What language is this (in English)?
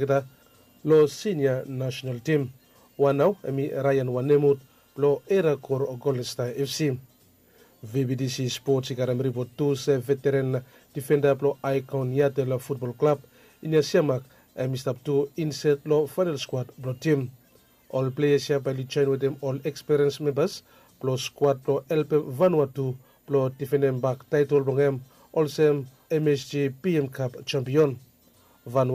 Bislama